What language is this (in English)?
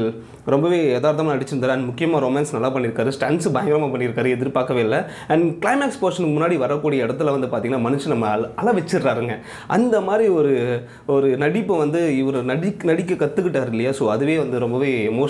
Tamil